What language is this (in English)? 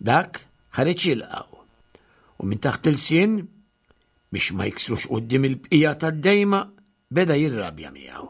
Maltese